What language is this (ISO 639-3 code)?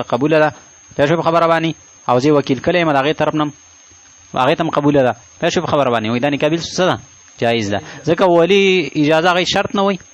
pus